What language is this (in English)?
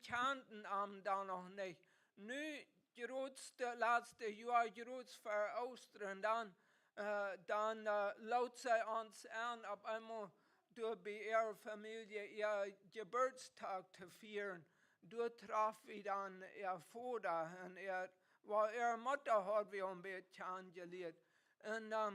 Plautdietsch